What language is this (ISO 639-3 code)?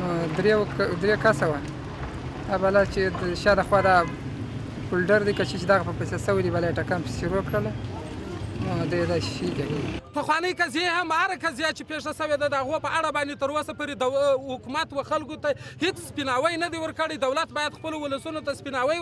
pus